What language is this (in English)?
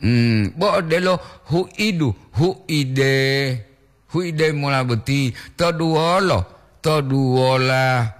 Gorontalo